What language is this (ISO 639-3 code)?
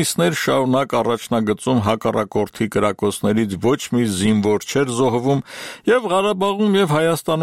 hye